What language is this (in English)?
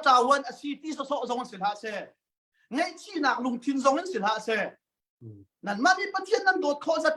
Hakha Chin